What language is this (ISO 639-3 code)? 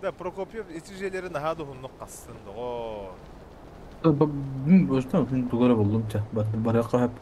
sah